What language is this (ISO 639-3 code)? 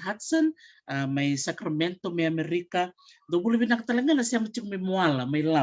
fij